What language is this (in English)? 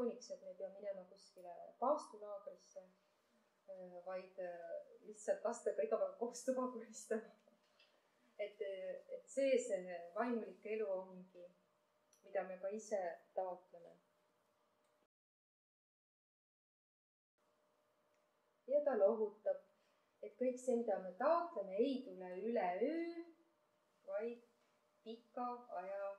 Estonian